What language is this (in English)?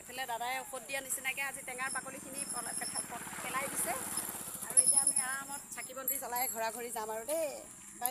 Assamese